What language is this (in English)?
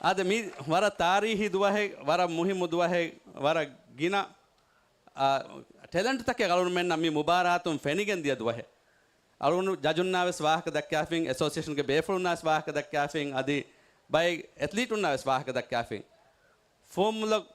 Divehi